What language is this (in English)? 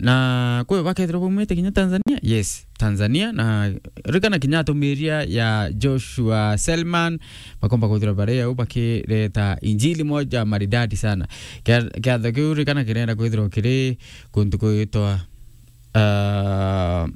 Meru